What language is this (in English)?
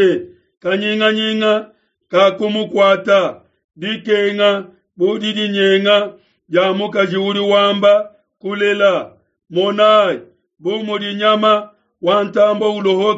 Luba-Lulua